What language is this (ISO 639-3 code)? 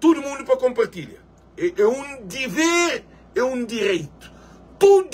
kea